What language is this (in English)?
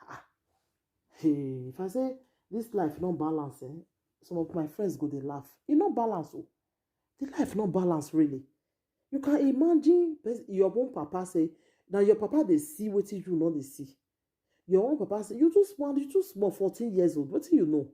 Nigerian Pidgin